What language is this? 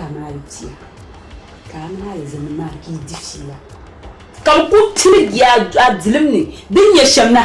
Dagbani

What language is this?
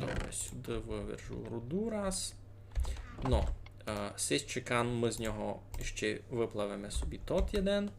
Rusyn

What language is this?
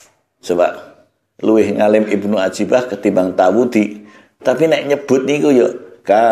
Javanese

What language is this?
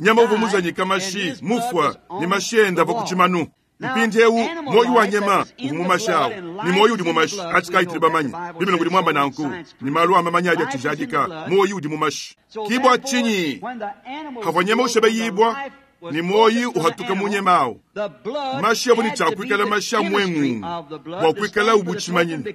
Luba-Lulua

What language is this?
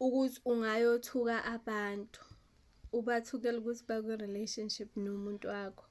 Zulu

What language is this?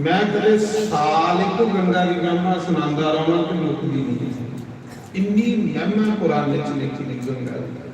Dogri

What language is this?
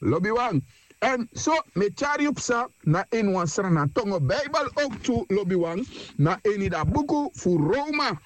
Sranan Tongo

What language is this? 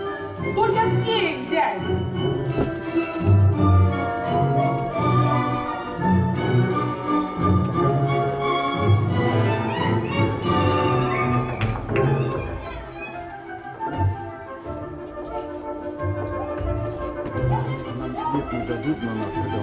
Russian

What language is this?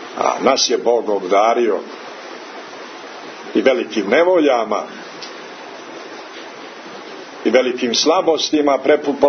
Serbian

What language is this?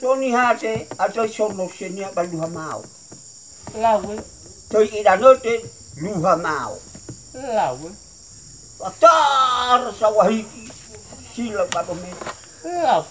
Nias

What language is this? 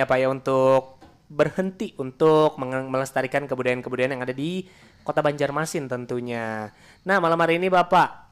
Banjar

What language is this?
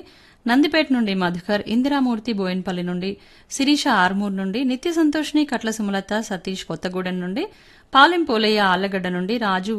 Telugu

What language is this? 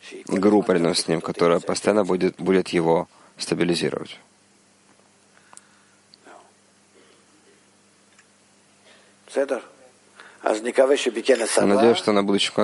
Russian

